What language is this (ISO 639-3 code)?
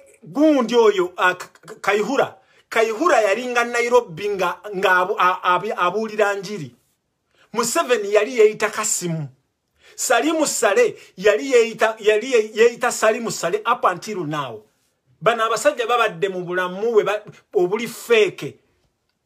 lug